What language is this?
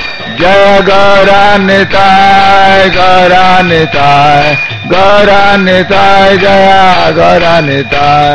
Hindi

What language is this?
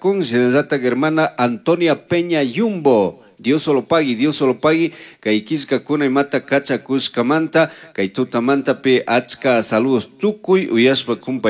Chimborazo Highland Quichua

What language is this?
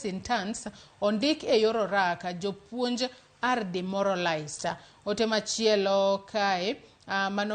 Luo (Kenya and Tanzania)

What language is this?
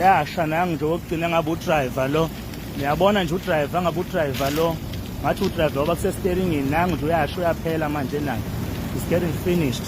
Zulu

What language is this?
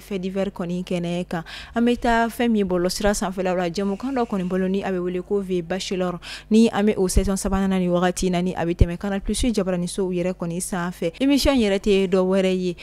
Bambara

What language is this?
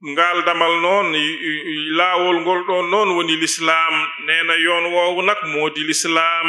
Fula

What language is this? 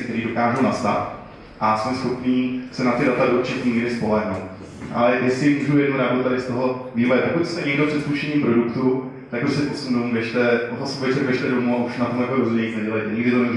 Czech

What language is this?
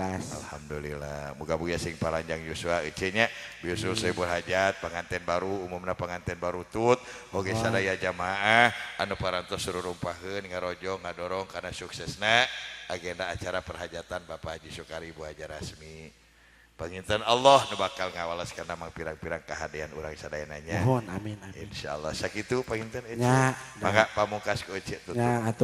Sundanese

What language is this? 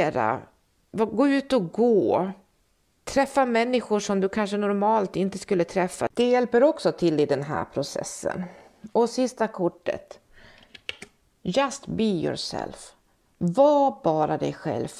Swedish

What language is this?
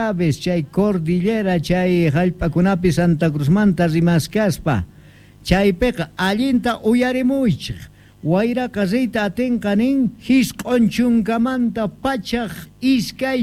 South Bolivian Quechua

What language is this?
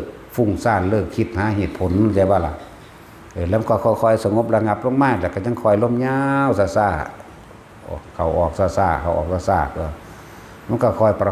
Northeastern Thai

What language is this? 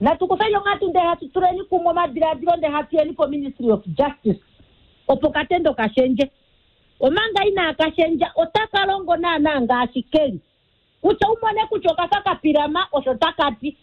Kuanyama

